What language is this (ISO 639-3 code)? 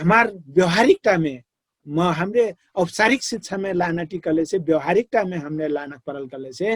thl